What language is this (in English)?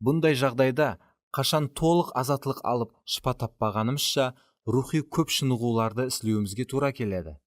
Kara-Kalpak